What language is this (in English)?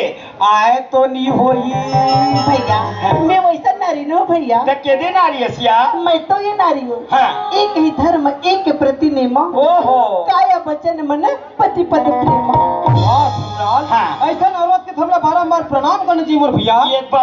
Chhattisgarhi